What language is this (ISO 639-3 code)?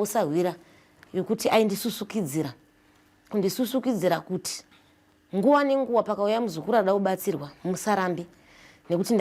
sna